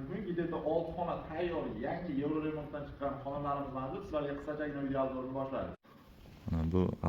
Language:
Uzbek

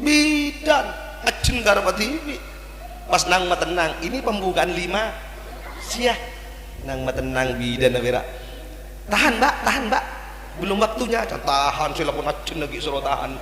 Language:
Madurese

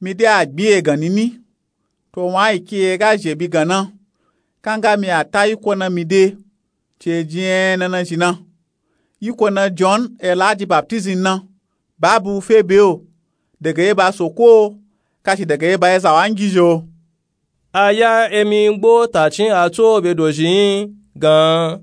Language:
Nupe-Nupe-Tako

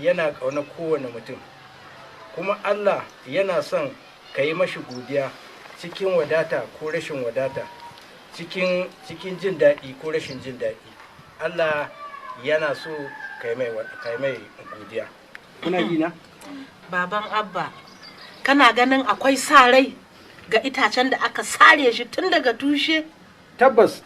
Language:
Hausa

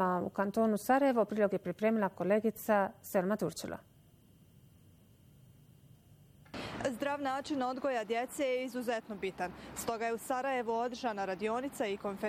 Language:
Bosnian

